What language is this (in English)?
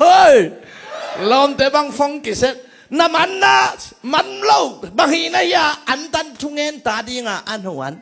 Tedim Chin